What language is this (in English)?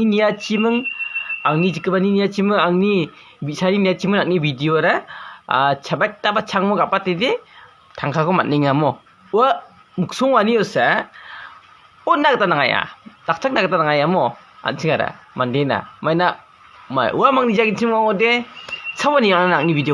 Garo